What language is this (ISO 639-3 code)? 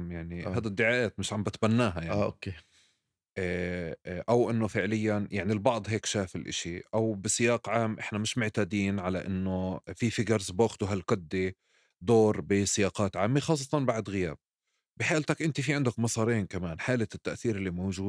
apc